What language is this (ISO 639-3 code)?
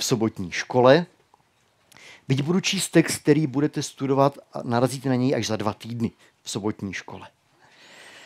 ces